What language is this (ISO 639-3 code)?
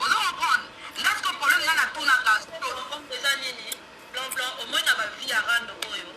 lin